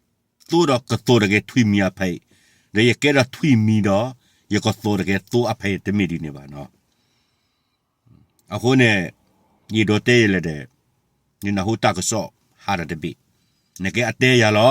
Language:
S'gaw Karen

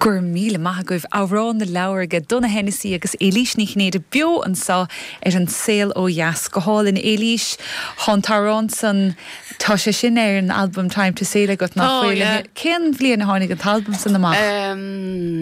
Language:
Irish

